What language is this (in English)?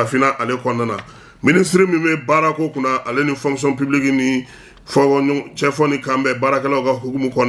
Bambara